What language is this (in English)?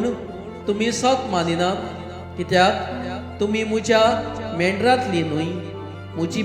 Konkani